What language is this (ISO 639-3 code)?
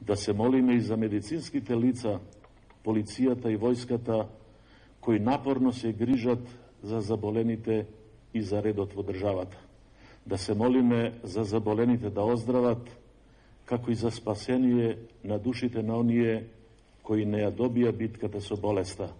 mkd